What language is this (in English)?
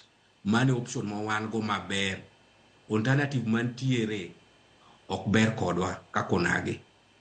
Luo (Kenya and Tanzania)